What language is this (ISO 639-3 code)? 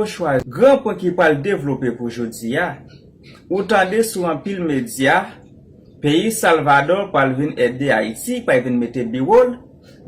hat